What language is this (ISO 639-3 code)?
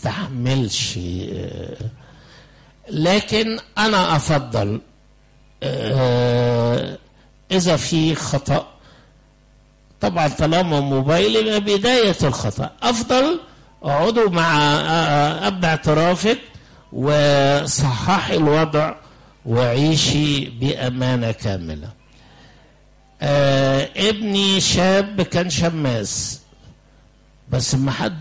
arz